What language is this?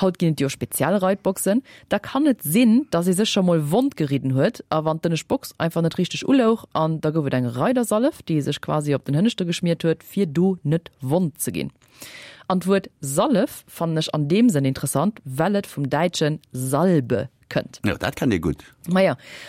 Luxembourgish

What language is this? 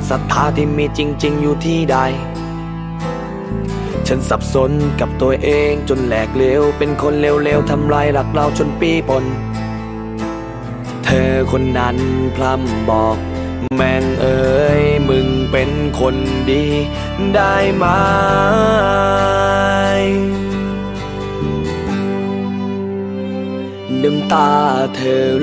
Thai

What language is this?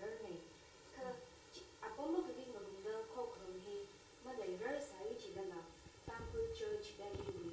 Tangkhul Naga (India)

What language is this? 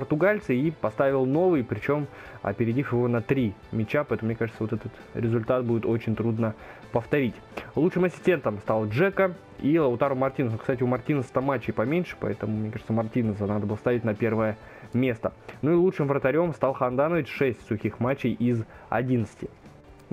Russian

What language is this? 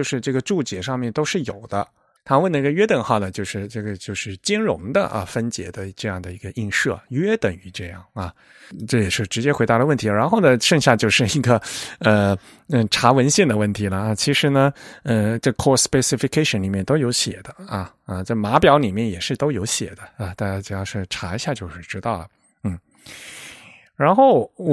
Chinese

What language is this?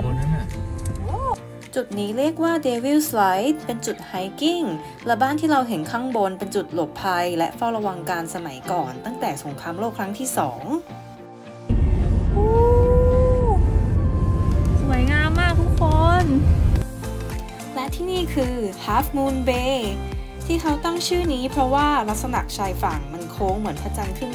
Thai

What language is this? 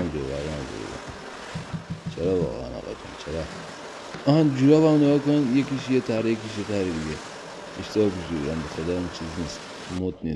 Persian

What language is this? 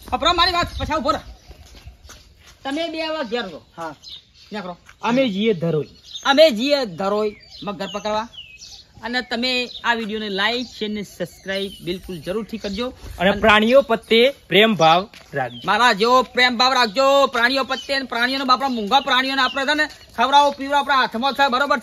Gujarati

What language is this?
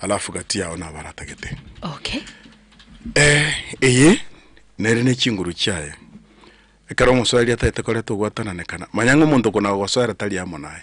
Gusii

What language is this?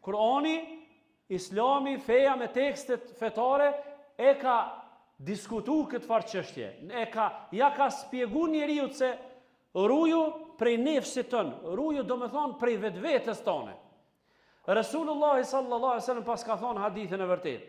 Albanian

